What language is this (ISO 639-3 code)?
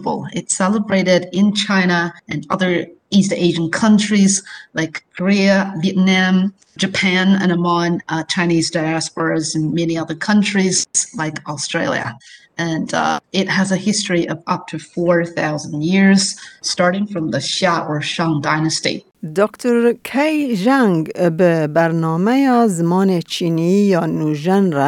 kur